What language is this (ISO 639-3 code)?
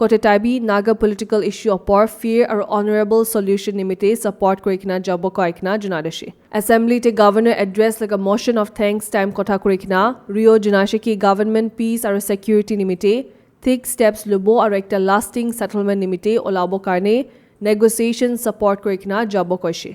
nag